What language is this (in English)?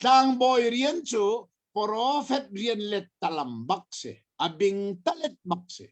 Hakha Chin